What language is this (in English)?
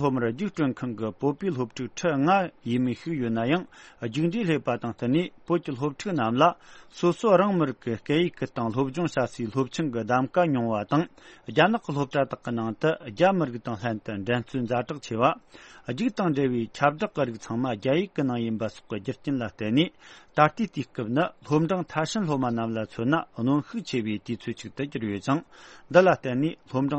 Tibetan